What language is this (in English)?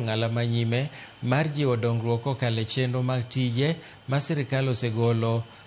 Luo (Kenya and Tanzania)